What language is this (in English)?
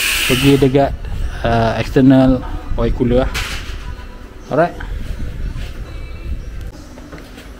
Malay